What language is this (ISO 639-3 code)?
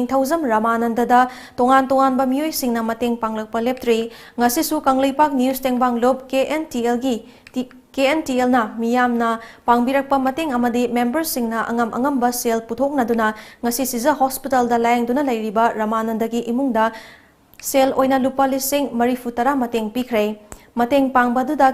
mni